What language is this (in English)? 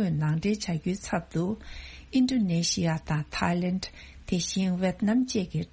Tibetan